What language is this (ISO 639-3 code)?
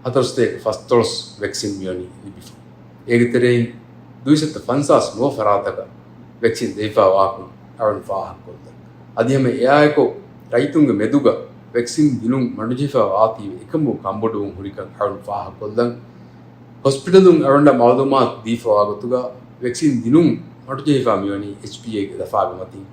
div